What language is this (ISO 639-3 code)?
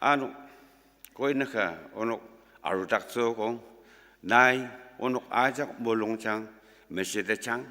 njo